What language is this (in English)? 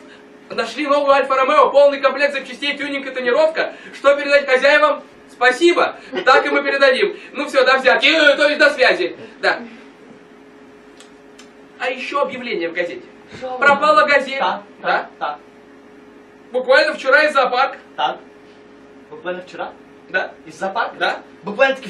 Russian